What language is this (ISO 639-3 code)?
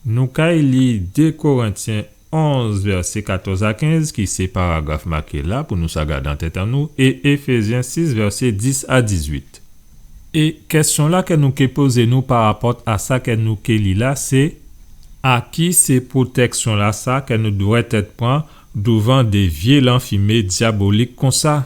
gcf